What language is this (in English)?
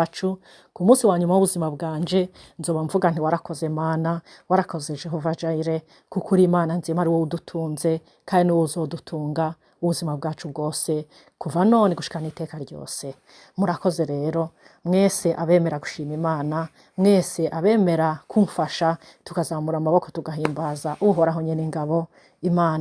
Rundi